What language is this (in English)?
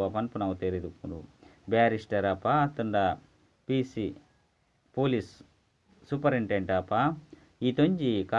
Tulu